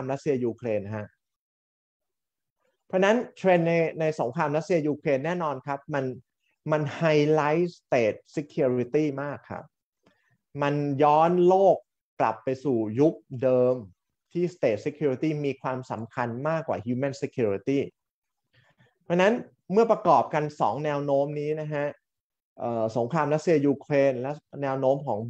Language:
Thai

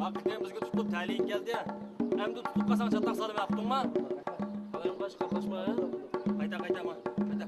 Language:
Uyghur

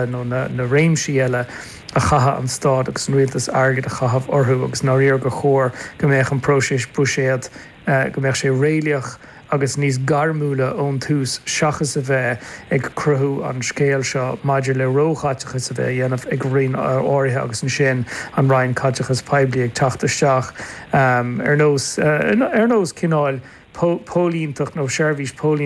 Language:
Irish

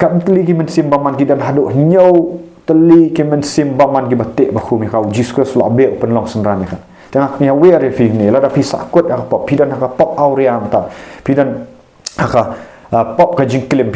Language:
Khasi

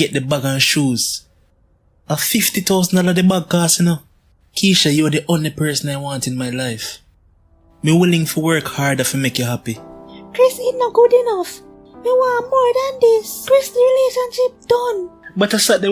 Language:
Jamaican Creole English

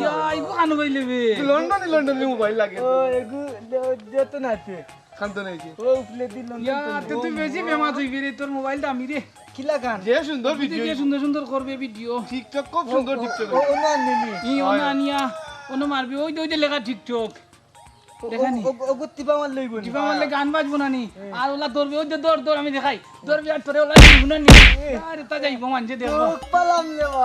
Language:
Sylheti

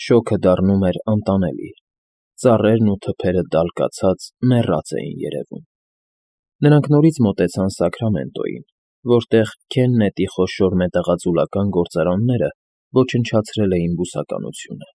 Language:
Armenian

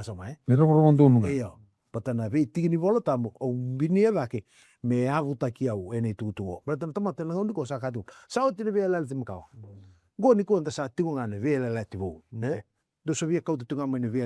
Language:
Fijian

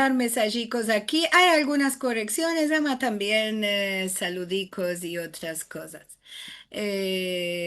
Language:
Ladino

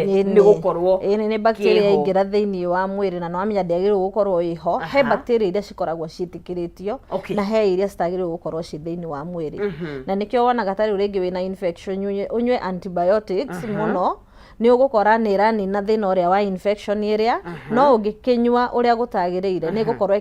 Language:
Kikuyu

